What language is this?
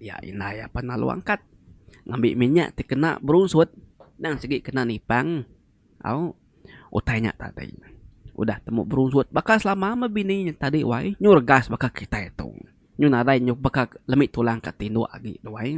Iban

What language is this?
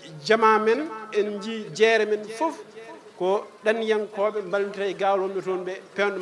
Fula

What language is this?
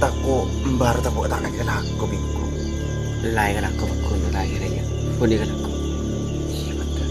Madurese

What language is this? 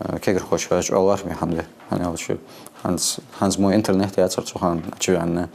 Ingush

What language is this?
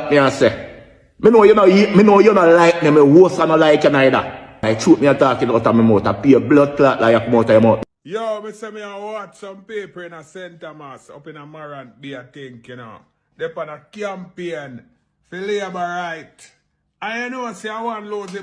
Jamaican Creole English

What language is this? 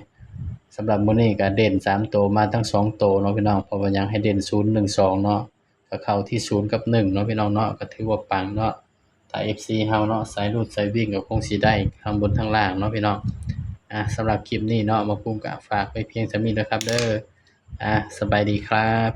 Northeastern Thai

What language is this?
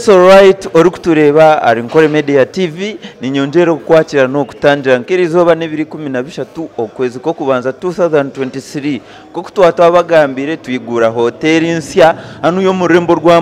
Nyankole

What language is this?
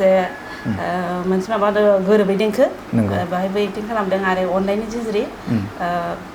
Bodo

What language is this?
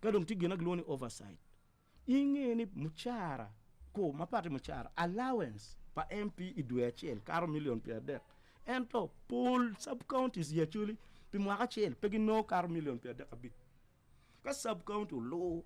Acoli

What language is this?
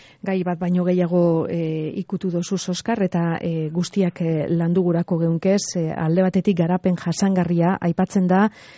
Basque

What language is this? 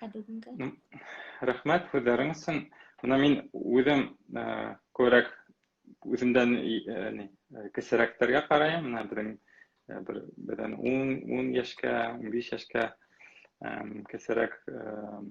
Bashkir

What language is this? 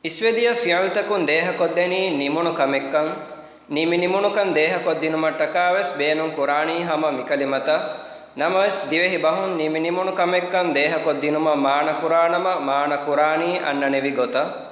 Divehi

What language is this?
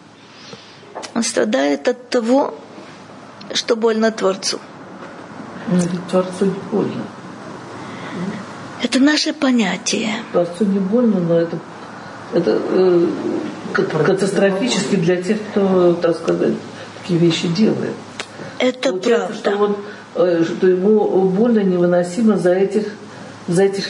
Russian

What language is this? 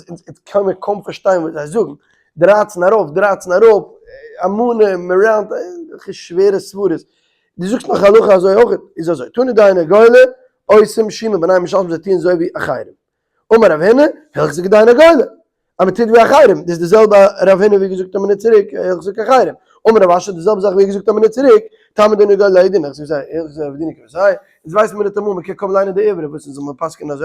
Yiddish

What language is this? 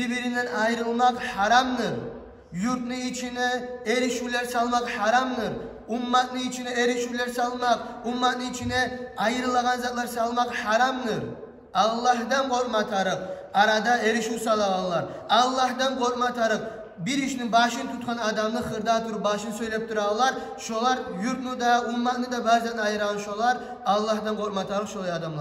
Kumyk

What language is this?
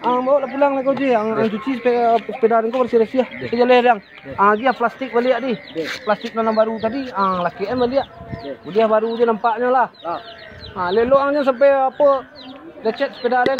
Minangkabau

